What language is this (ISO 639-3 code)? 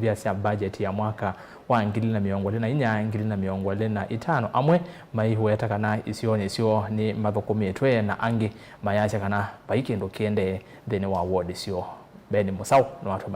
kam